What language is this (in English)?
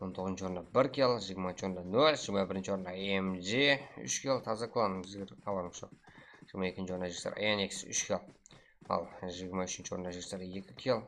Kara-Kalpak